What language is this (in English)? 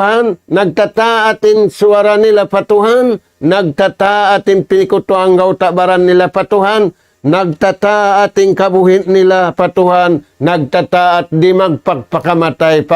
Tausug